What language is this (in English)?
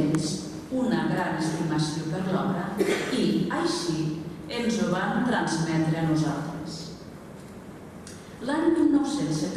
Catalan